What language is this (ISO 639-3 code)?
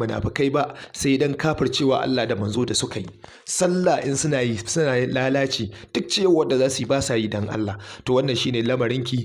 hau